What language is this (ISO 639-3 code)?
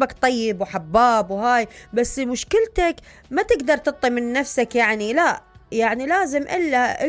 acm